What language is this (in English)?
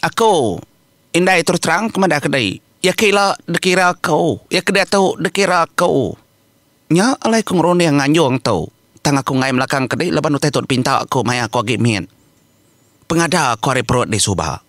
Iban